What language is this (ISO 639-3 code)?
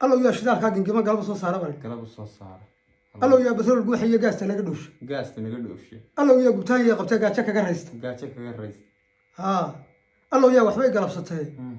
som